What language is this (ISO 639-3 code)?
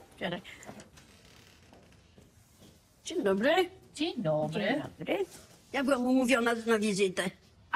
pol